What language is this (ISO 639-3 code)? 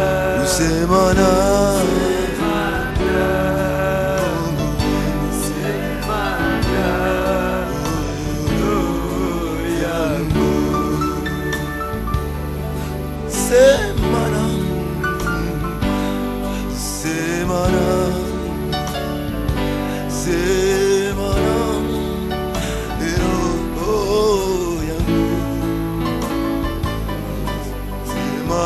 swa